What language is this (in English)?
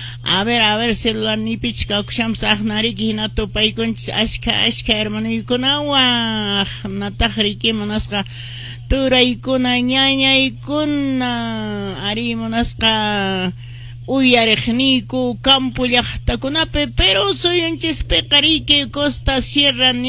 Quechua